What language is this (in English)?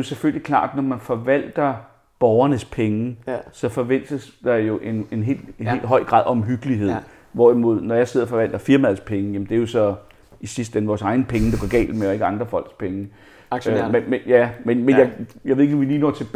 Danish